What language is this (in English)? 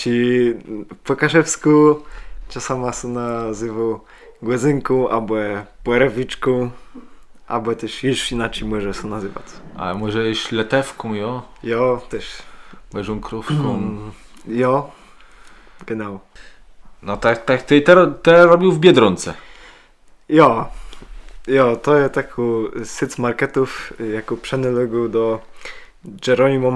Kashubian